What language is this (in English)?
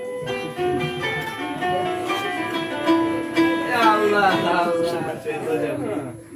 Turkish